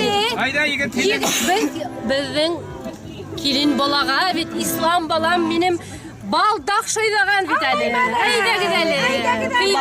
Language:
Bashkir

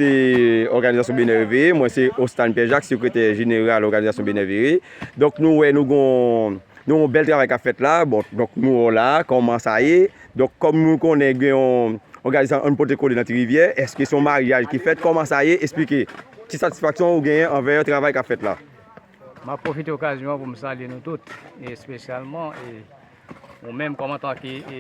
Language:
Haitian Creole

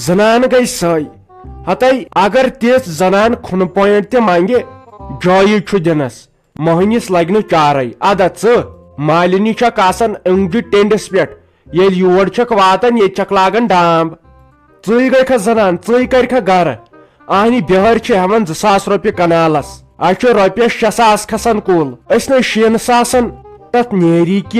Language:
Kashmiri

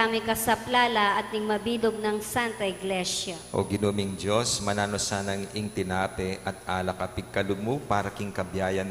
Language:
Pampanga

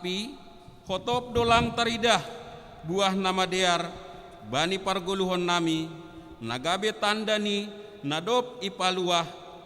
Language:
Batak Simalungun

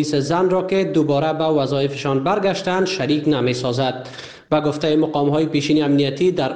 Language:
Persian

